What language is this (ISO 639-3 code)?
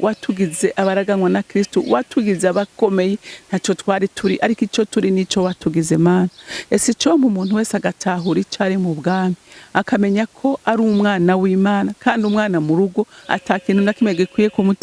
run